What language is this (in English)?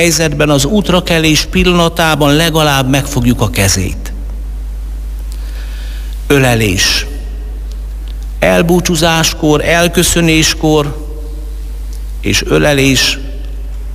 Hungarian